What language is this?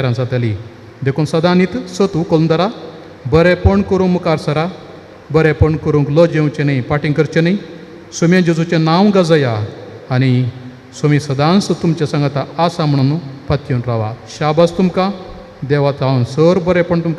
Konkani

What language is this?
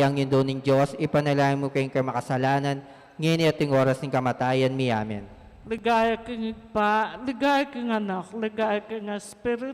Pampanga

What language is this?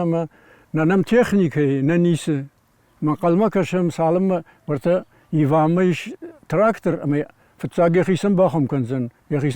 Ossetic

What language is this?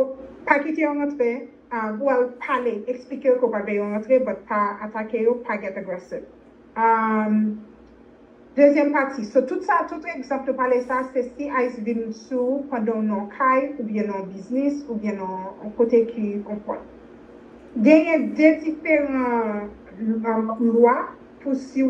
Haitian Creole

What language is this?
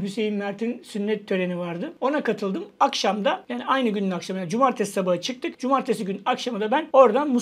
Turkish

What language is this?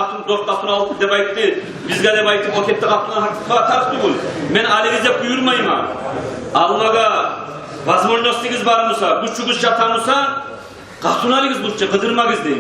Kumyk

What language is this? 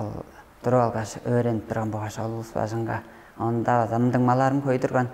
Tuvinian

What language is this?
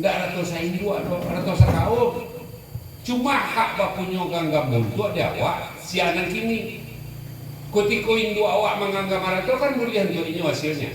Minangkabau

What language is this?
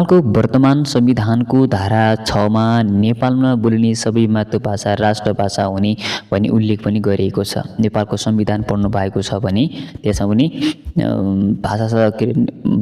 Nepali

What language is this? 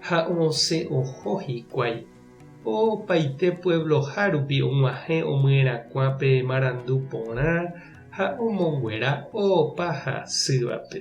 Guarani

